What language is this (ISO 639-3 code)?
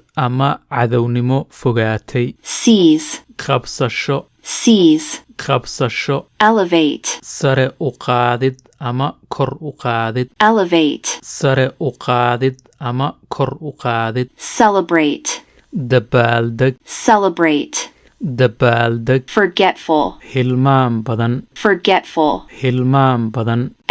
som